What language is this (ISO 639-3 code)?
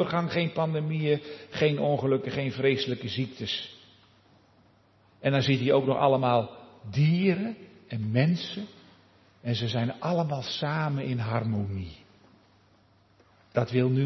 nld